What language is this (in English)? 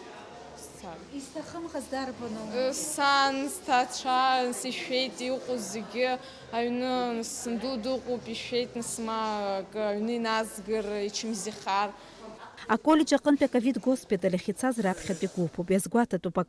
Abkhazian